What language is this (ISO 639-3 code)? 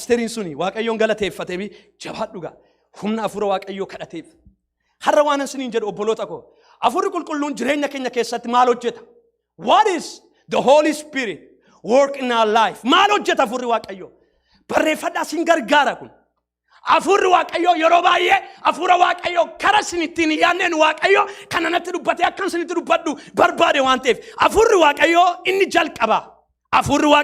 orm